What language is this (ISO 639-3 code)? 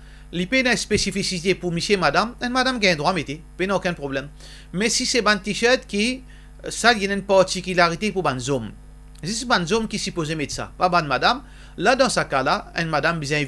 mfe